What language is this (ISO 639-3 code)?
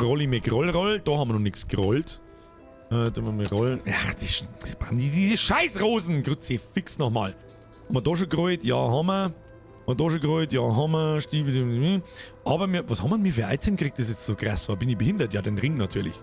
bar